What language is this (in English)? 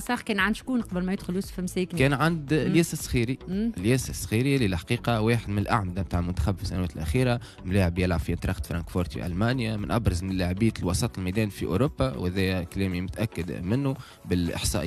Tunisian Arabic